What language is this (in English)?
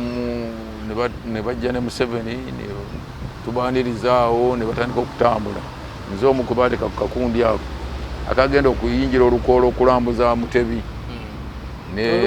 Ganda